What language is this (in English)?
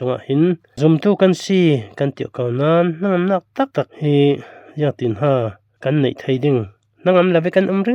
Falam Chin